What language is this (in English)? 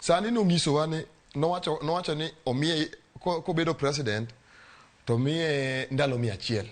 Luo (Kenya and Tanzania)